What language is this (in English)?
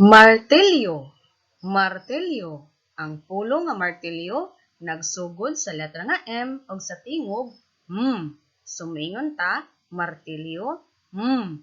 Cebuano